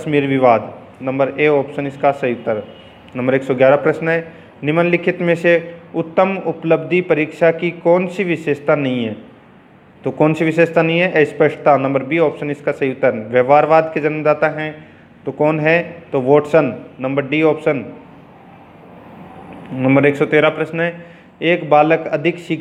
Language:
Hindi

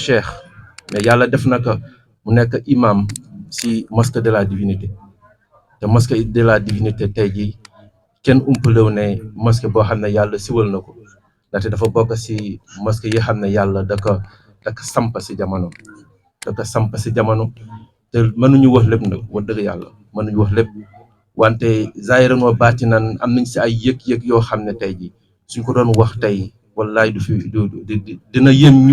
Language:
Wolof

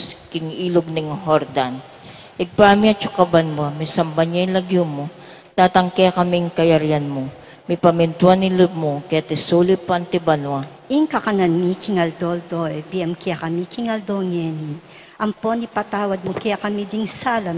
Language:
Pampanga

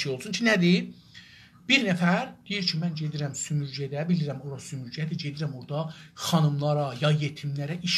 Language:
South Azerbaijani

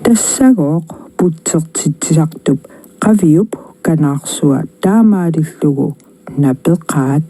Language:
Kalaallisut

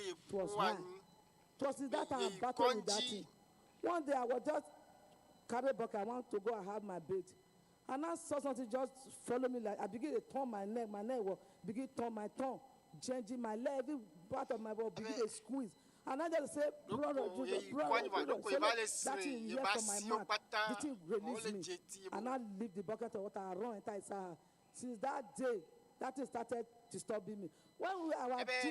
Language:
Ewe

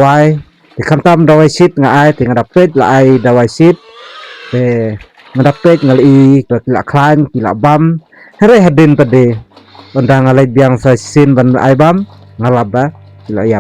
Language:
Khasi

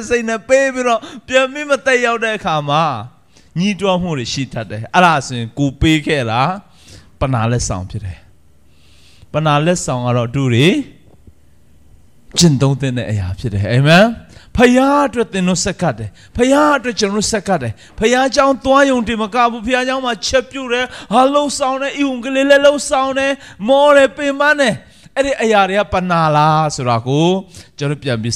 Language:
Burmese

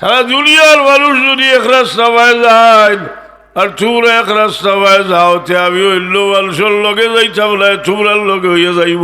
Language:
Sylheti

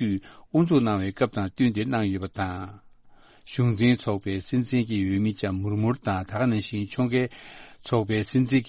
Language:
Tibetan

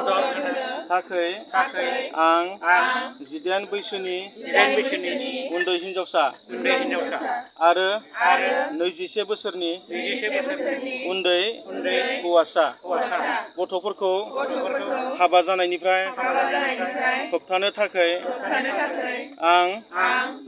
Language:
Bodo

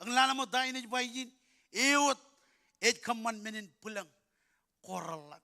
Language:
Marshallese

